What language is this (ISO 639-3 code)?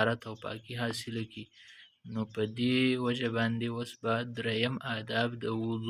pus